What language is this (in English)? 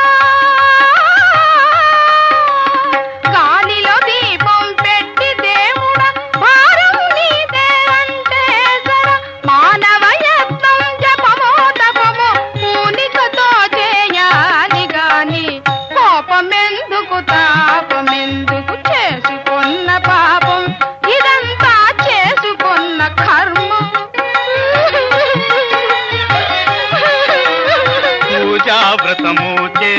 Telugu